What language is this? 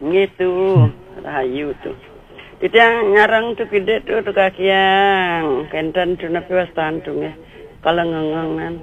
Balinese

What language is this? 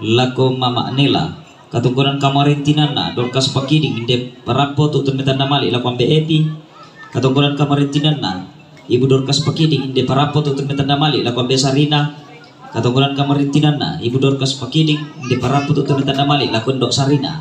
Toraja-Sa'dan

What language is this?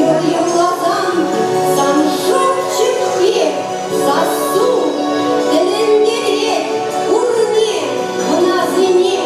Chuvash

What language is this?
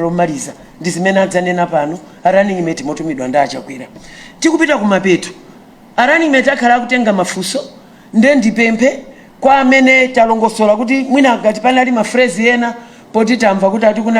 Nyanja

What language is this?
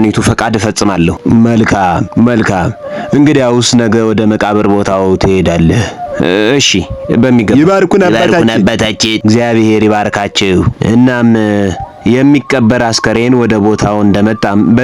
Amharic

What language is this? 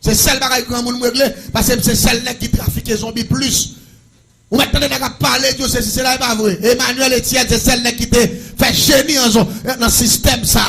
Haitian Creole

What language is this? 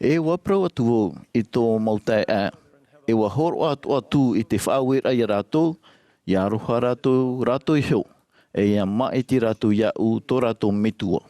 Tahitian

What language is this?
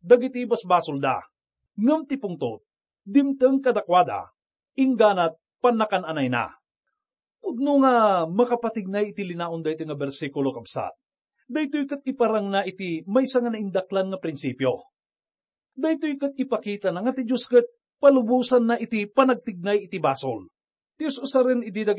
Iloko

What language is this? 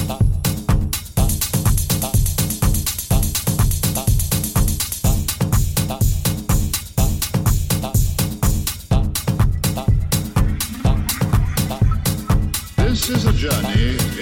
English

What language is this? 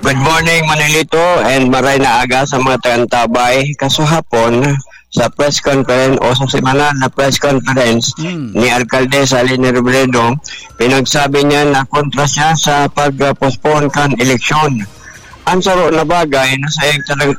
Bikol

